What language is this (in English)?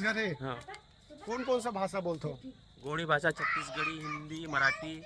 Chhattisgarhi